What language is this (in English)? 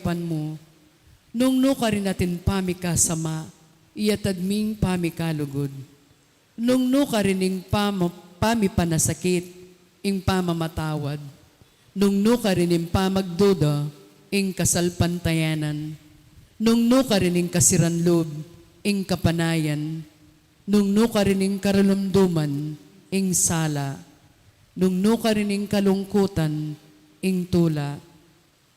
Pampanga